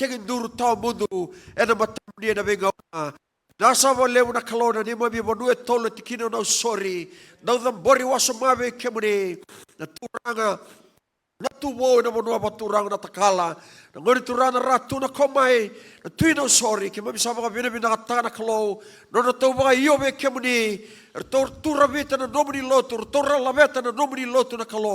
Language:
Fijian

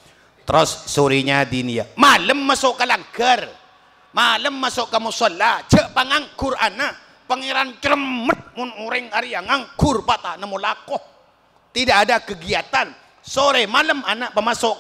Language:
Madurese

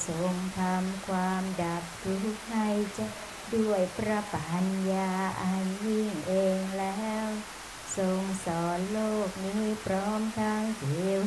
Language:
Thai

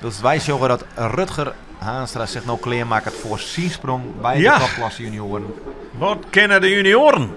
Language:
Western Frisian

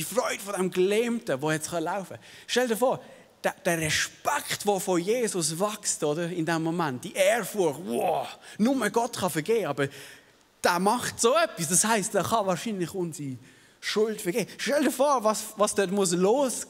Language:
Swiss German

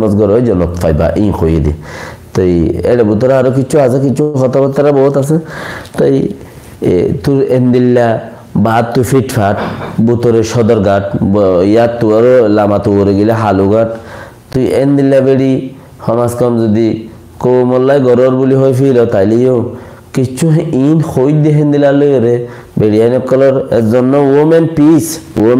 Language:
Rohingya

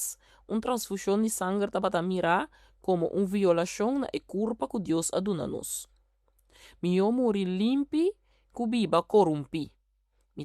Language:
Papiamento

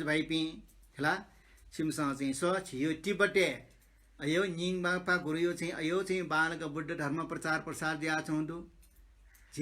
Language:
Newari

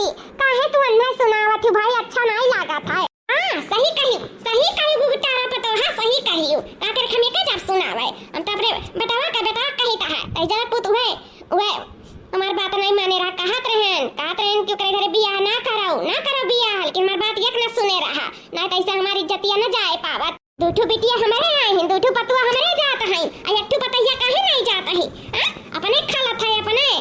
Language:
Awadhi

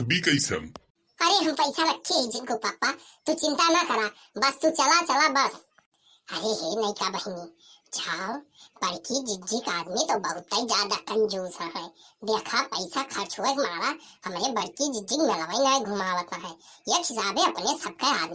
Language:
Awadhi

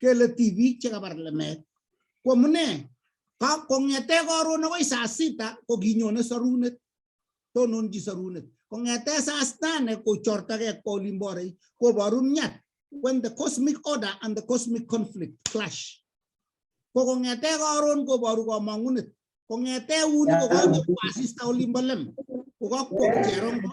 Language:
Kalenjin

